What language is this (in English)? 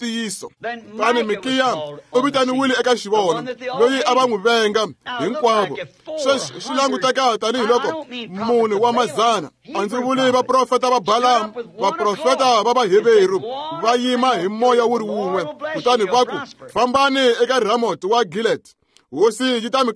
Tsonga